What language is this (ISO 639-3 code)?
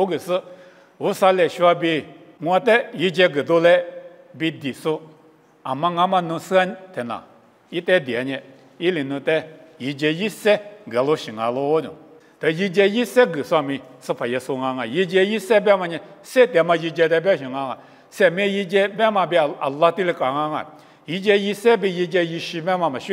lis